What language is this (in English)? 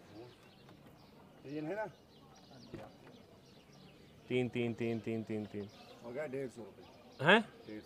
Punjabi